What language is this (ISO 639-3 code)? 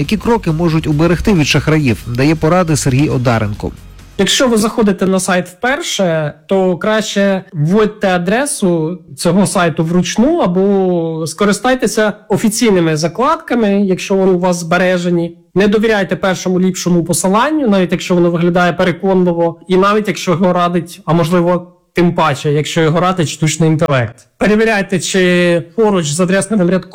ukr